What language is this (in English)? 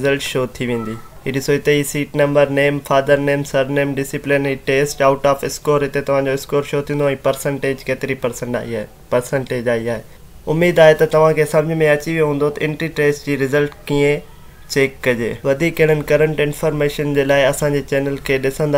Sindhi